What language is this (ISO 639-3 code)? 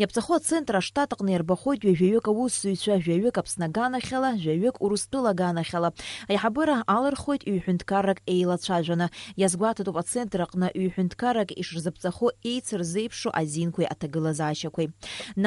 abk